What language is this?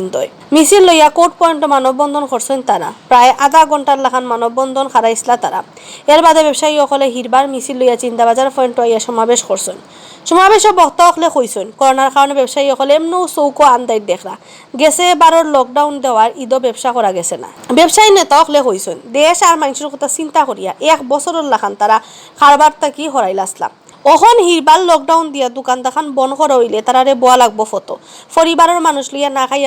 Sylheti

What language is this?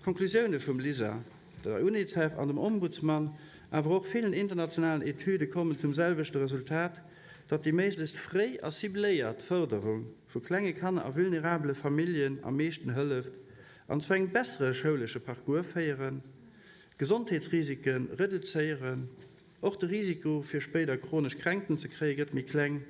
Luxembourgish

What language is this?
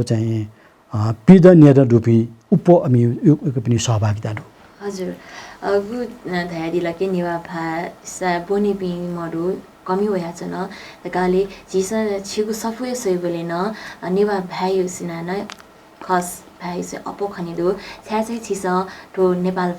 Newari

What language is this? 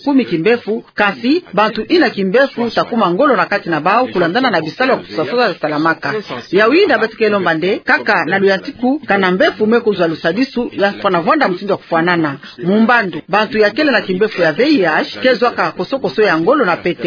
Kituba (Democratic Republic of Congo)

